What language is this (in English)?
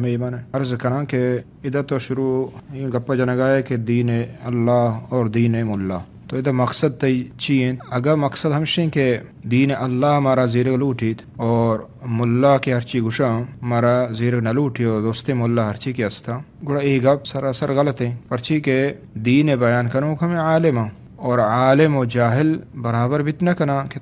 Eastern Balochi